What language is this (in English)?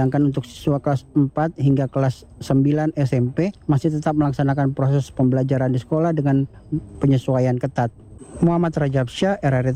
Indonesian